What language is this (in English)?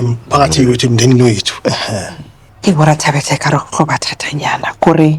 Zulu